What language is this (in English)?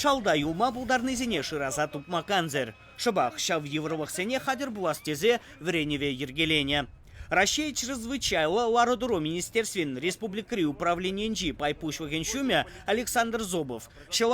Chuvash